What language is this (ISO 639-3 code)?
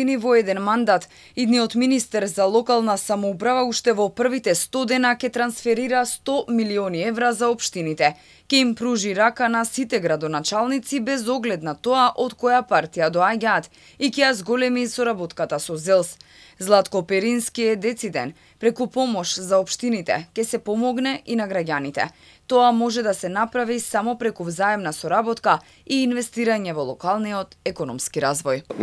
mkd